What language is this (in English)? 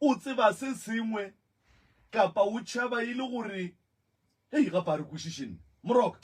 Northern Sotho